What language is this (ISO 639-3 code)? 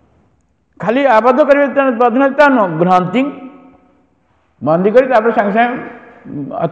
ori